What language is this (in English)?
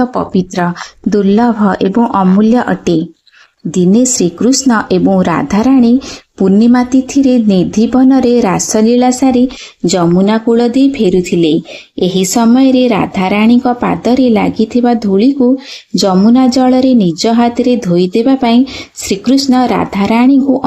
Odia